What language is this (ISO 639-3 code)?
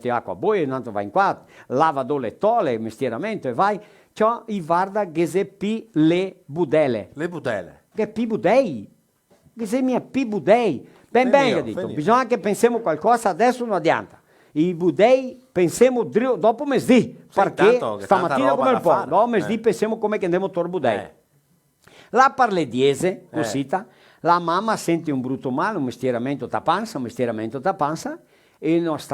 vec